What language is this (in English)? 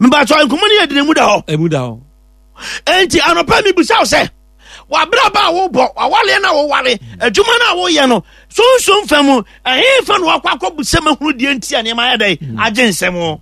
Akan